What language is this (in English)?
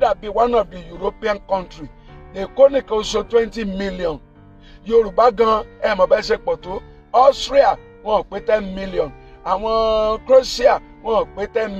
Yoruba